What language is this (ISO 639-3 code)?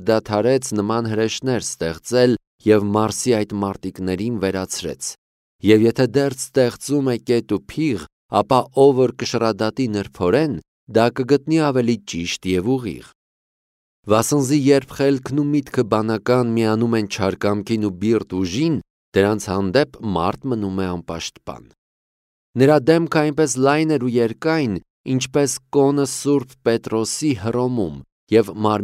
hye